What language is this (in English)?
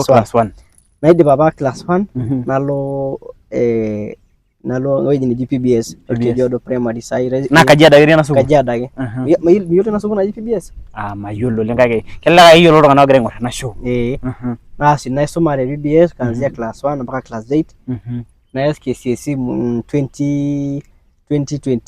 Masai